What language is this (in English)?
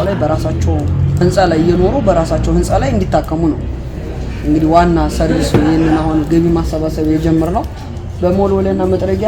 Amharic